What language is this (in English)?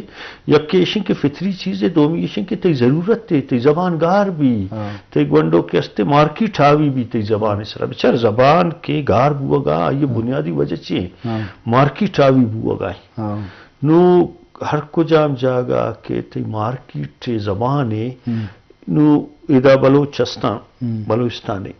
Eastern Balochi